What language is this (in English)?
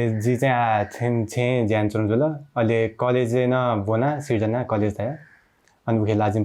Newari